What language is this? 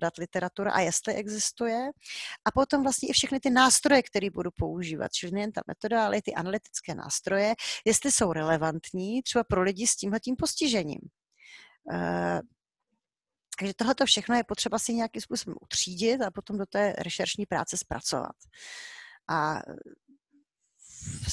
Czech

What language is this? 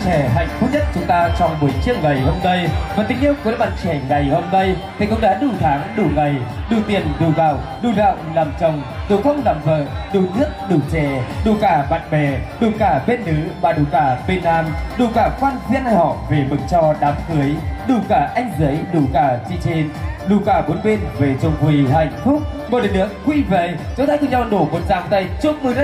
Vietnamese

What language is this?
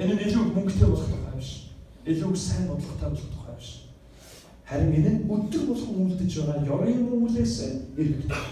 Mongolian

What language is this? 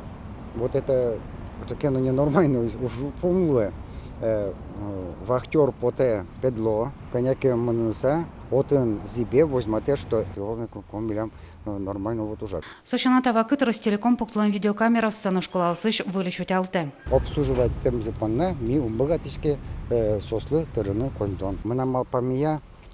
Udmurt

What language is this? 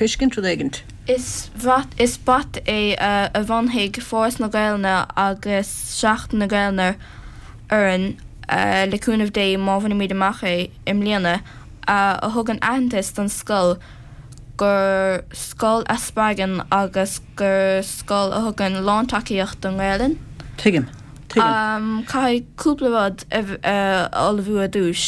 Irish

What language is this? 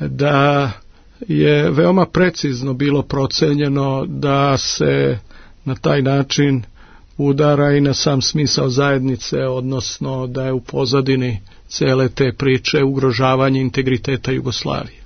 Serbian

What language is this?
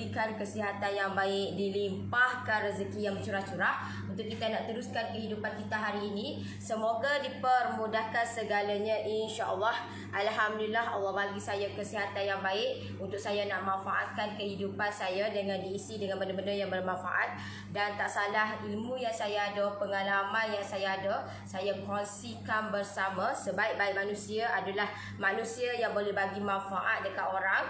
Malay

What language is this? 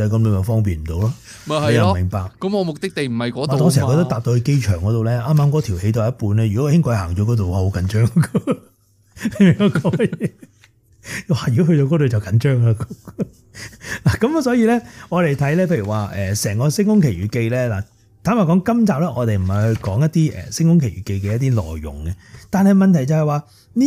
Cantonese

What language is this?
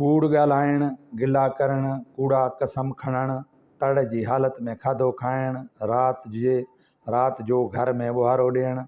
Sindhi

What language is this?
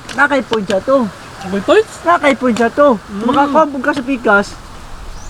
Cebuano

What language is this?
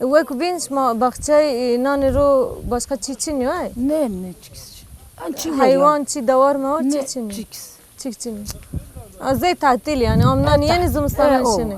Zaza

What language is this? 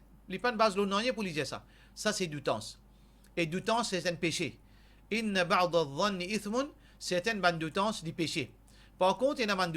Morisyen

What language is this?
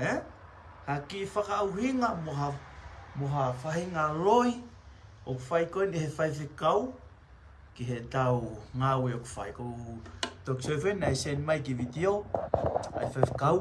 Tongan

